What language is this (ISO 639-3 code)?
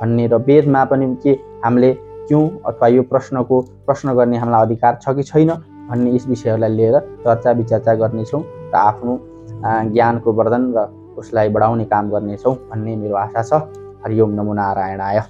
nep